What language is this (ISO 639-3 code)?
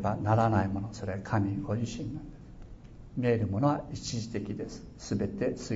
jpn